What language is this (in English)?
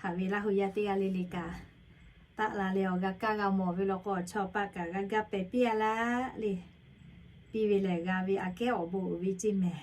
Lahu